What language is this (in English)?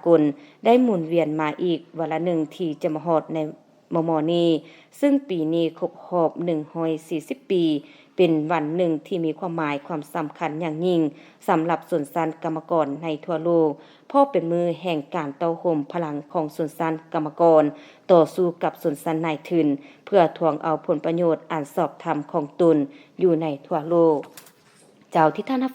Lao